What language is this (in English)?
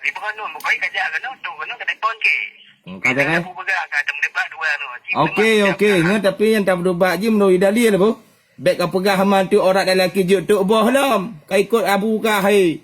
Achinese